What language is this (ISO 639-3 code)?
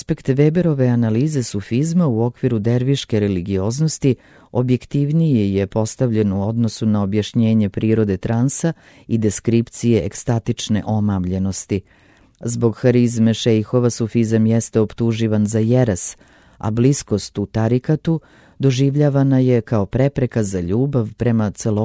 srp